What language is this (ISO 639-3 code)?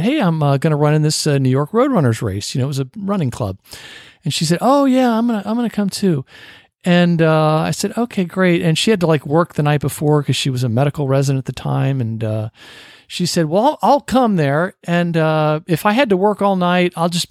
eng